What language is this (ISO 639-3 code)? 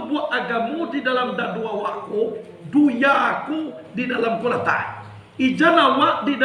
min